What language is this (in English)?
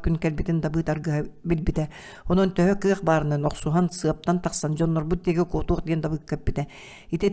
Yakut